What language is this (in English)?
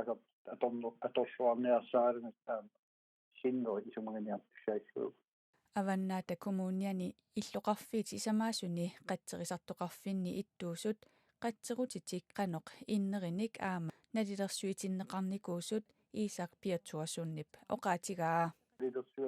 Kalaallisut